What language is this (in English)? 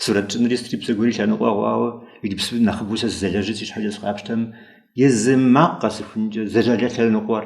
Kabardian